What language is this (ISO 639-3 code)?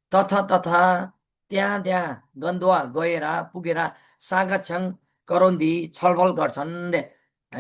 nep